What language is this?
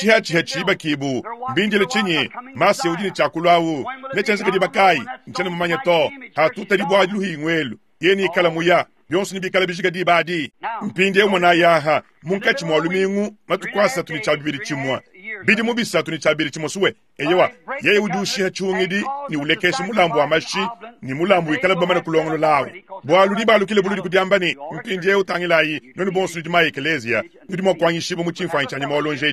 Luba-Lulua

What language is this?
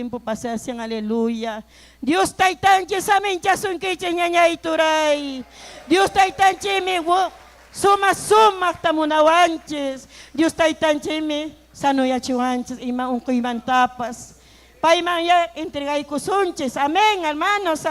Ayacucho Quechua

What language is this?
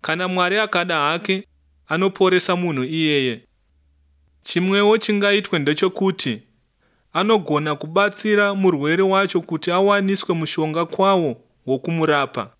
Shona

